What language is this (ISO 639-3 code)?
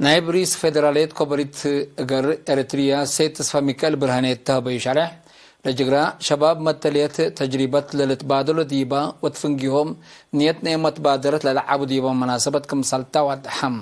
tig